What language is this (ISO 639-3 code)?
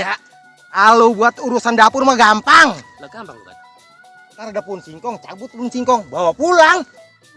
bew